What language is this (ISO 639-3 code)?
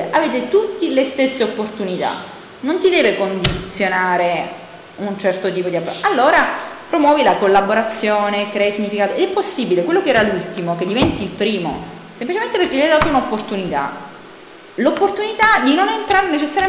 ita